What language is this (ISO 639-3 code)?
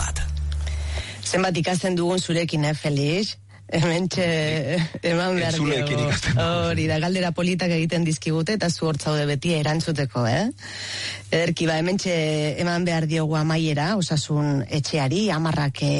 eus